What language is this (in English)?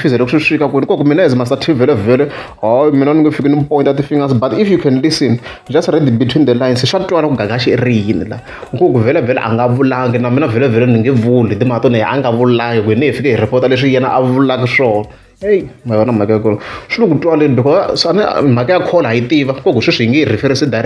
Tsonga